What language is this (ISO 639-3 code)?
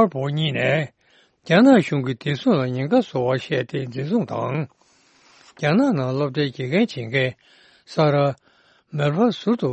bod